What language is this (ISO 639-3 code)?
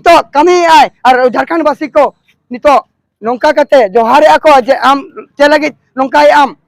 sat